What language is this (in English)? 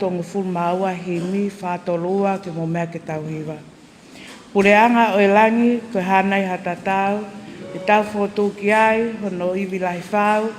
Tongan